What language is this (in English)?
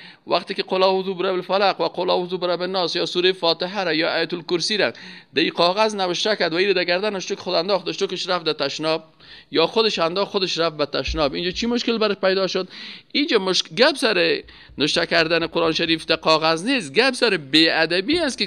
Persian